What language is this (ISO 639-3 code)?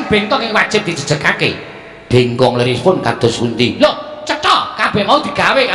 jav